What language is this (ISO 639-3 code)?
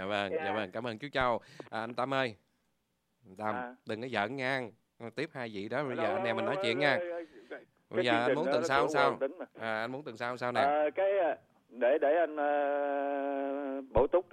vie